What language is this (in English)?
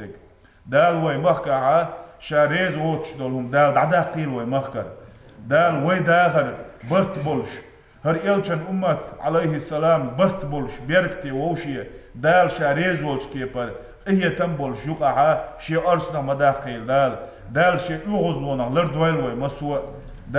Chechen